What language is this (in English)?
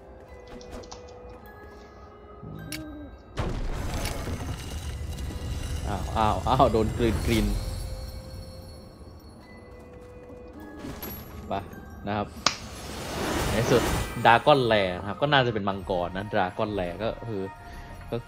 Thai